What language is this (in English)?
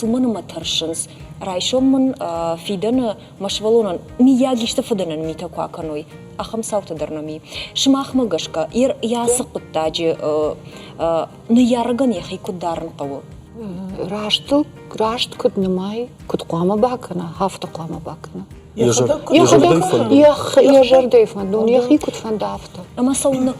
Ossetic